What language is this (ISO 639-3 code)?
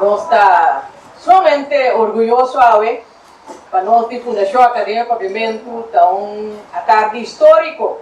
pap